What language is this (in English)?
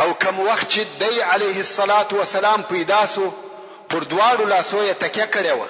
Pashto